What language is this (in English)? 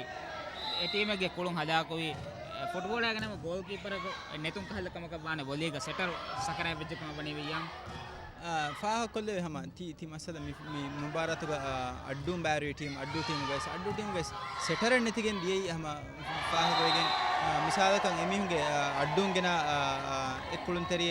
Divehi